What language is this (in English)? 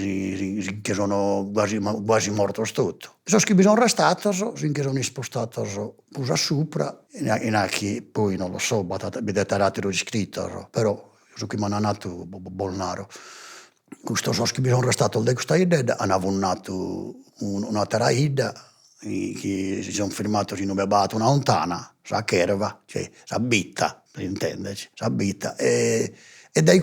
Sardinian